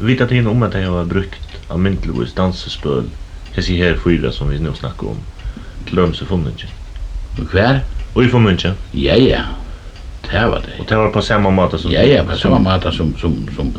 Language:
Faroese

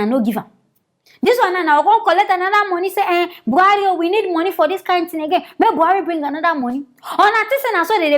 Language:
Nigerian Pidgin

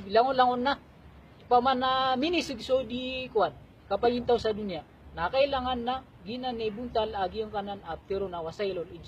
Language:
Maranao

